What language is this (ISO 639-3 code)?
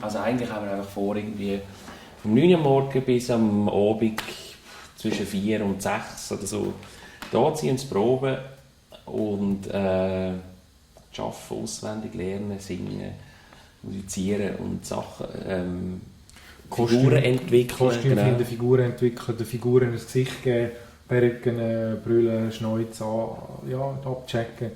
gsw